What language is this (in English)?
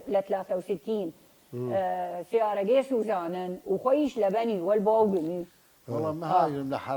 Southern Kurdish